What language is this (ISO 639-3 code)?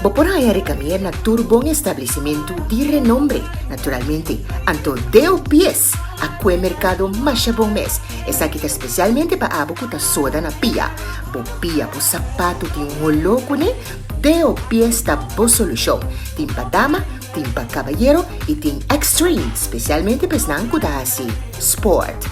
pap